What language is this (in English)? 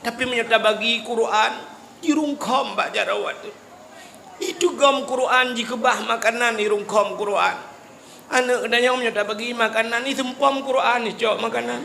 Achinese